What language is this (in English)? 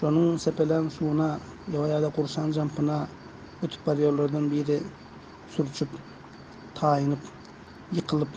Turkmen